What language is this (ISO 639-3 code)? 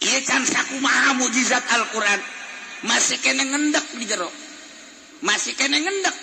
sun